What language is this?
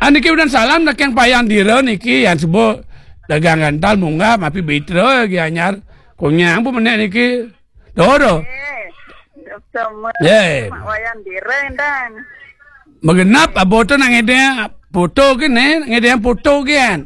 Balinese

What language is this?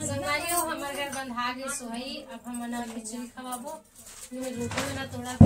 Chhattisgarhi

